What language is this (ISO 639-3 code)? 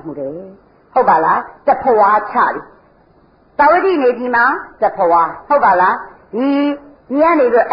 mya